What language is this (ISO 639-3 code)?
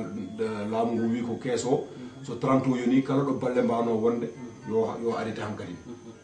ful